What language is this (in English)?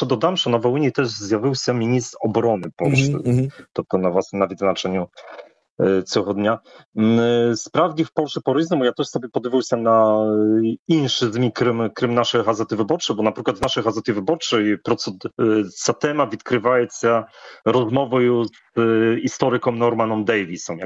Ukrainian